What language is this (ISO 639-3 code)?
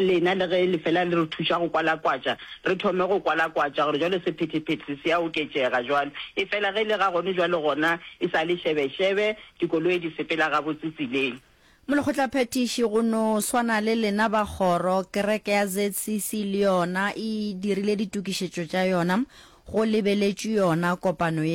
nso